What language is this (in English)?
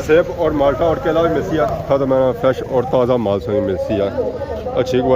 Pahari-Potwari